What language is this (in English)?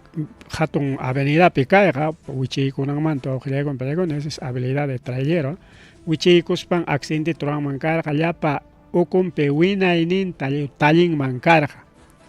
Ayacucho Quechua